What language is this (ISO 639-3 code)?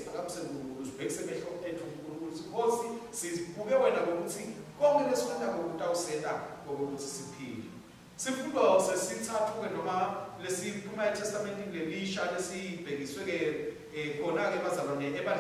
ssw